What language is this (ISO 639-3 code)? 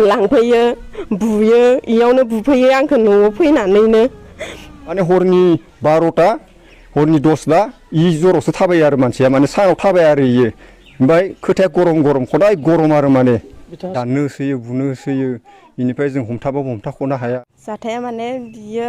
brx